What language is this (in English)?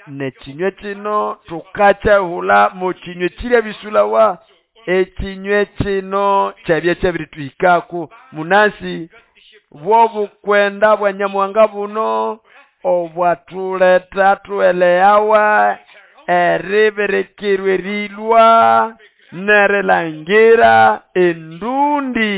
Nande